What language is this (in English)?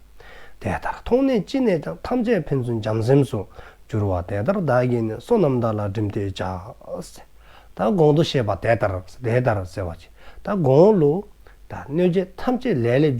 Dzongkha